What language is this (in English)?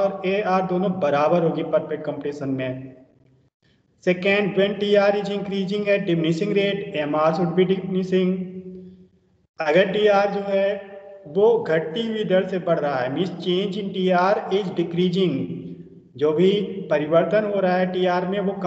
Hindi